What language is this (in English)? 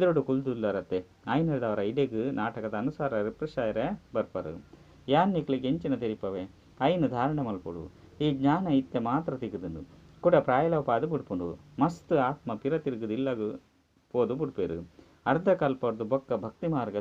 Tulu